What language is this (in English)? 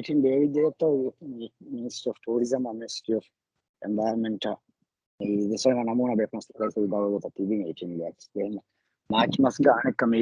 Divehi